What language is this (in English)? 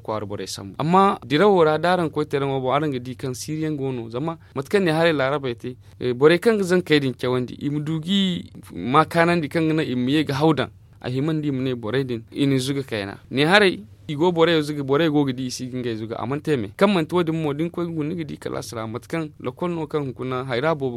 Zarma